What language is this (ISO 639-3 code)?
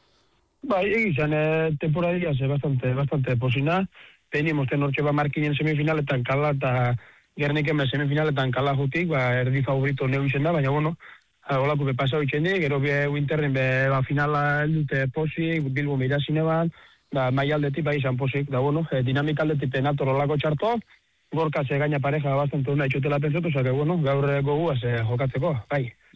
eus